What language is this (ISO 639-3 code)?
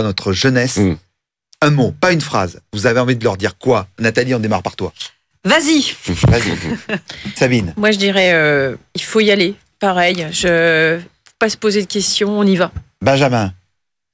fra